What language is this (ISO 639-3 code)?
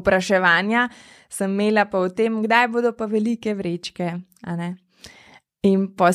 slv